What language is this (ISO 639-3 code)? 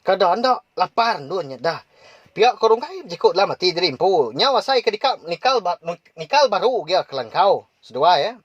iba